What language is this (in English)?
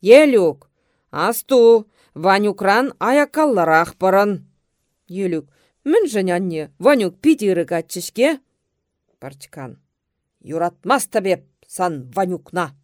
Chuvash